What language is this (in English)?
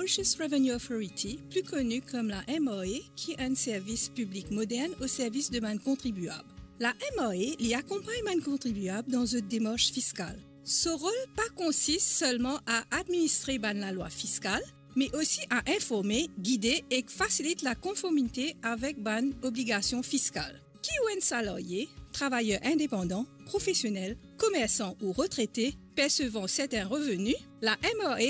Morisyen